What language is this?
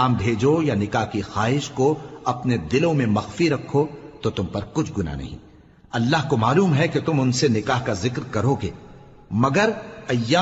Urdu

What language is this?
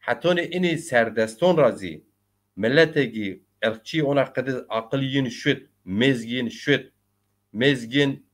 Zaza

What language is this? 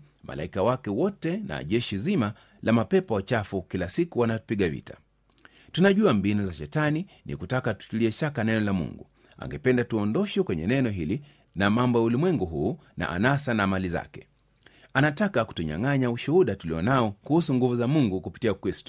Swahili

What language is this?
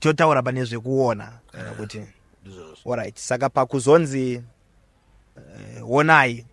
Shona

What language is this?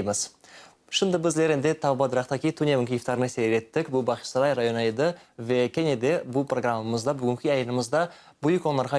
Crimean Tatar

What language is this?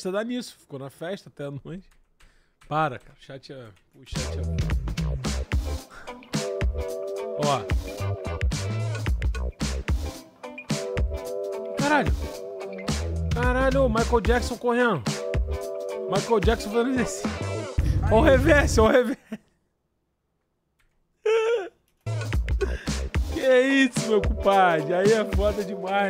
Portuguese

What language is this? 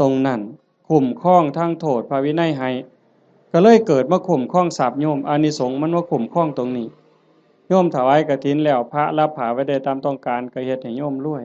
Northeastern Thai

